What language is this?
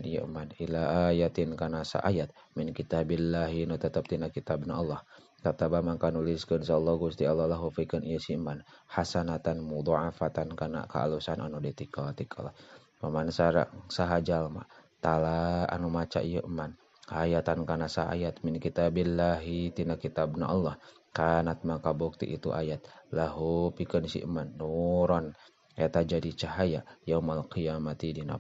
Sundanese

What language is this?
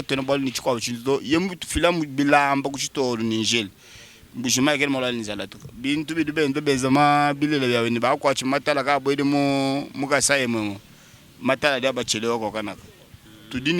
Luba-Lulua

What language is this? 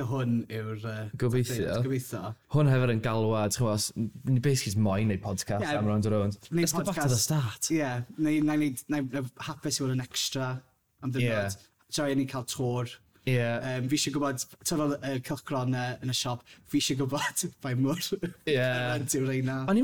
Welsh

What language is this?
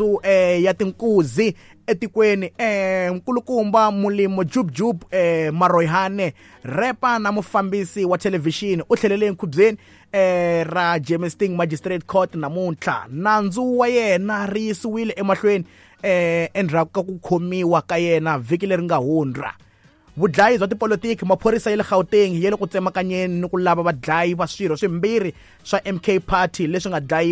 Tsonga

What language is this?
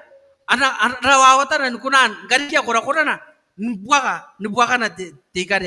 Gilbertese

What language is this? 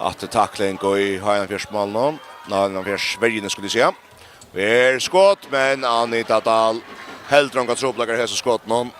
Faroese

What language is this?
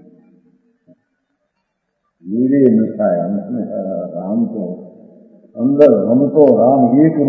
Hindi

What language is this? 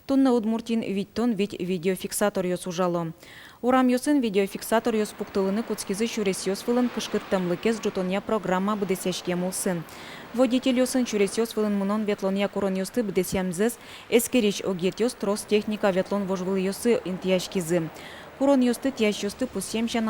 Udmurt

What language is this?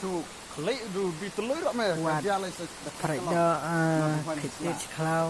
Khasi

